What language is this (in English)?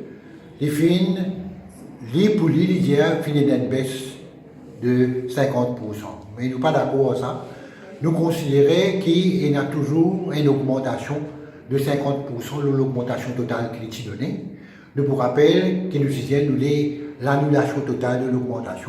Morisyen